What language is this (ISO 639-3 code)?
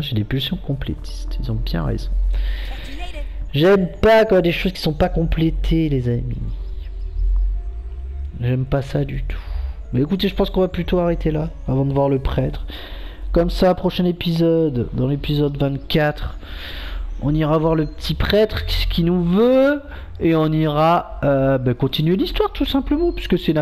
fra